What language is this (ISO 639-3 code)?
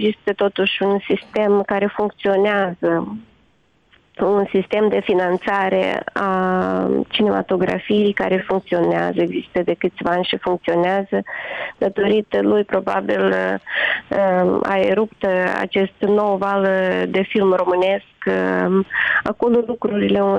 ron